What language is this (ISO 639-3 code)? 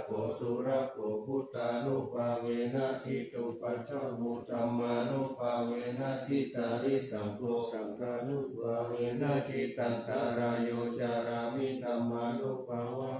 pli